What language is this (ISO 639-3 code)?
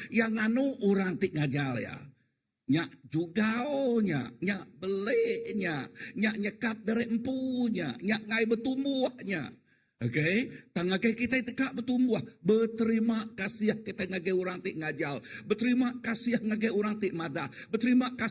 iba